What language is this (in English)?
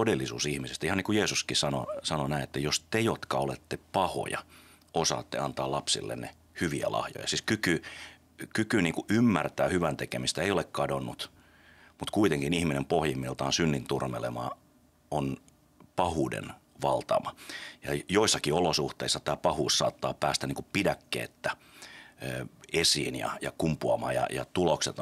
Finnish